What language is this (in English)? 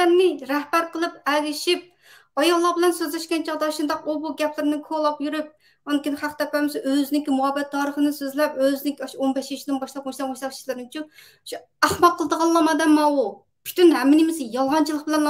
Uyghur